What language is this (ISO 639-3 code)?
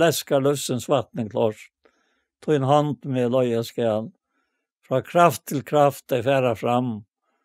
fao